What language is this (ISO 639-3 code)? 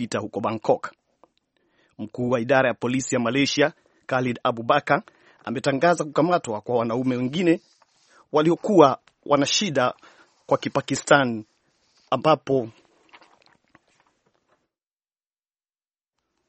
swa